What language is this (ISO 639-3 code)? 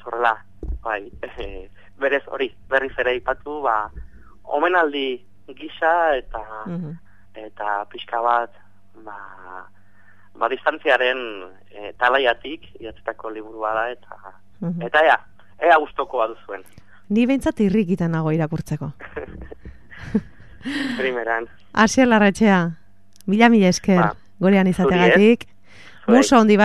eus